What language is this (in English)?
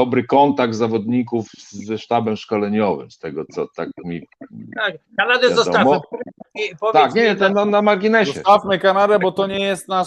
Polish